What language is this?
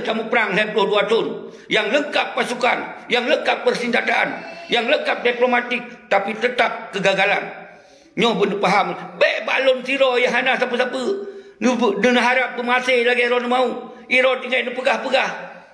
Achinese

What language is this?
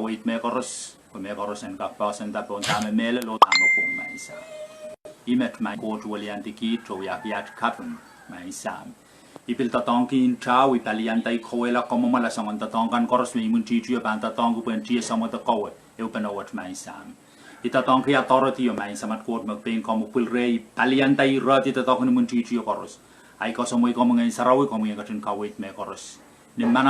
Pohnpeian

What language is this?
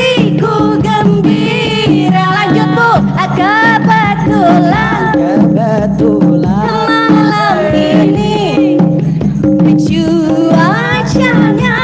Banjar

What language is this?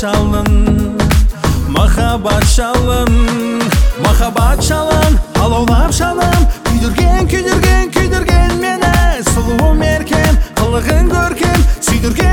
Kazakh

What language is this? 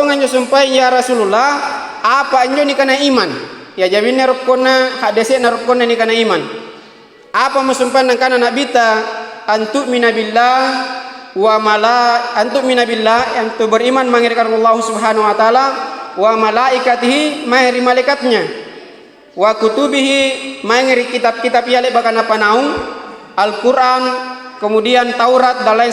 Makasar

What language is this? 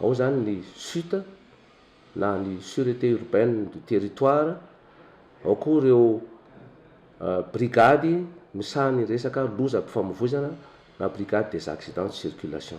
Malagasy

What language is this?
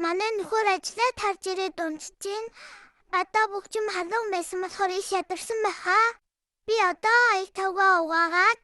Mongolian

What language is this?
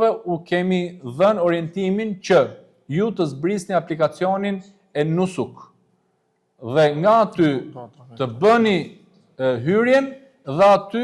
Albanian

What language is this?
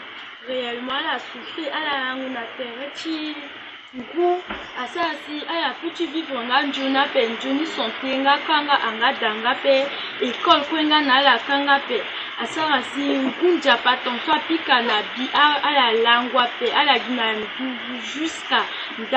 Sango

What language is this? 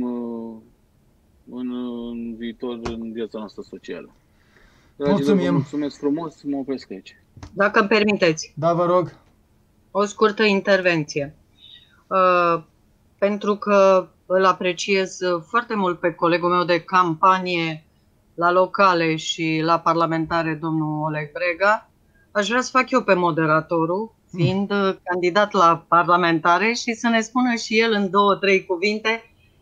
Romanian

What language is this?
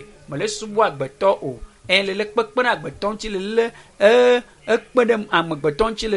Ewe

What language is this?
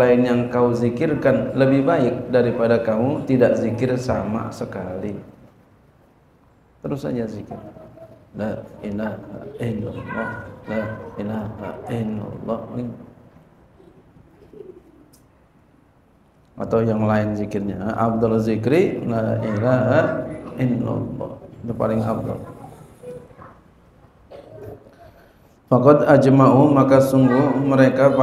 Indonesian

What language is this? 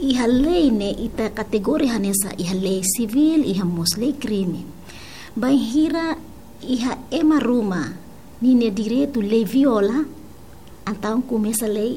Tetum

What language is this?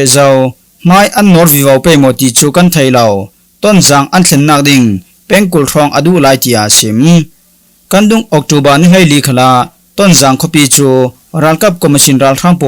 Falam Chin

